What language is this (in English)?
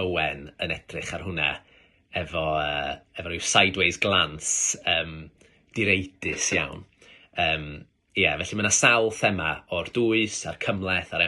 Welsh